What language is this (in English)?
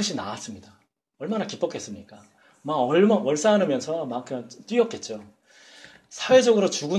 Korean